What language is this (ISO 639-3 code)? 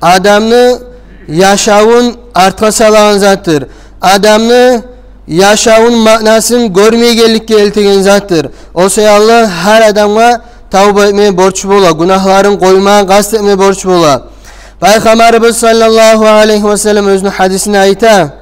kum